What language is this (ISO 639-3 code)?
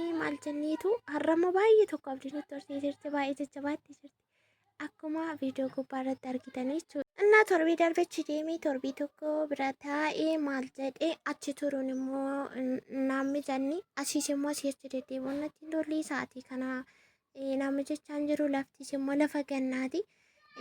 orm